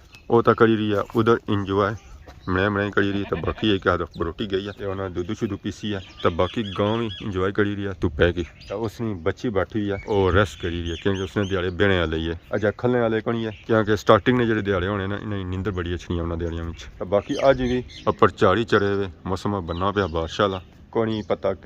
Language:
Pahari-Potwari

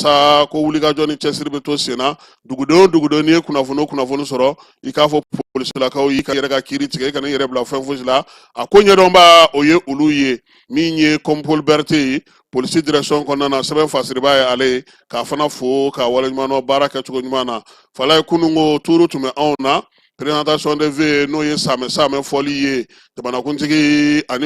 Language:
Bambara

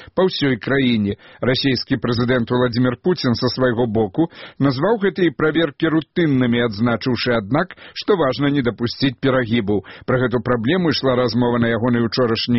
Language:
Belarusian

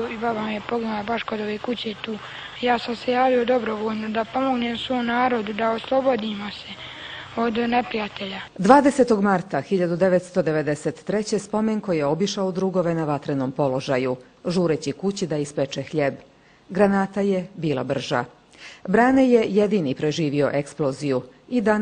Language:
Bosnian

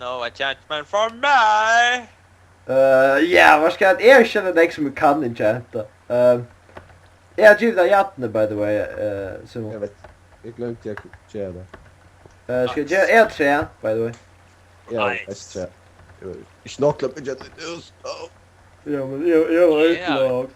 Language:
Faroese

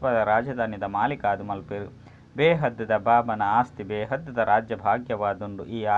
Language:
Tulu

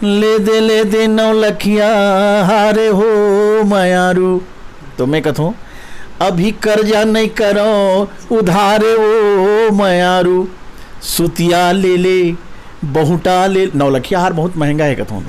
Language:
Chhattisgarhi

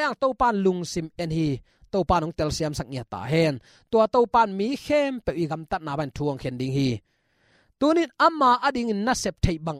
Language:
Tedim Chin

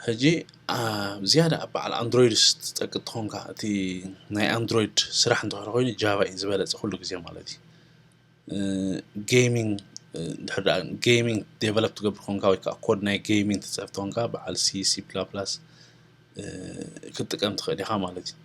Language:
Tigrinya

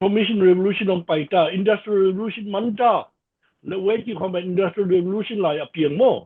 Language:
Tedim Chin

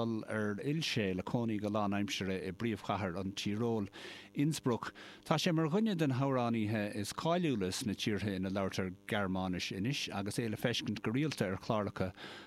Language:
Irish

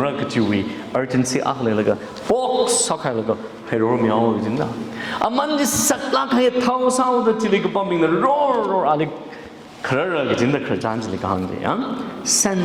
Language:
Tangkhul Naga (India)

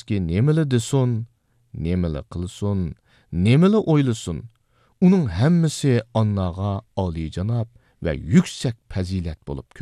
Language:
Uyghur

